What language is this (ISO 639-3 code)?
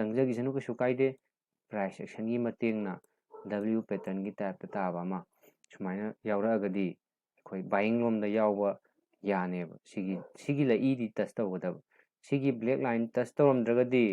mni